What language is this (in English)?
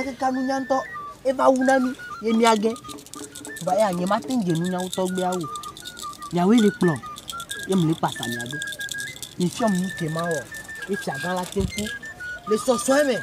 Ewe